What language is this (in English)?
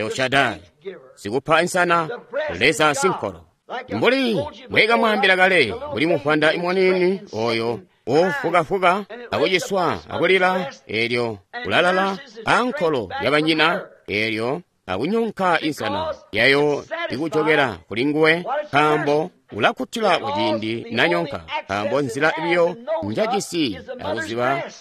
Tonga (Zambia)